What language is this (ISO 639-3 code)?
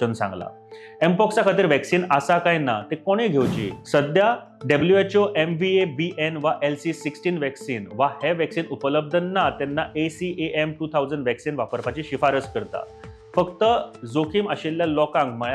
kok